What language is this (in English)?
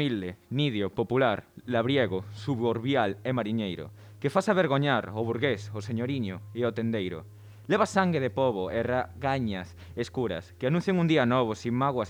Galician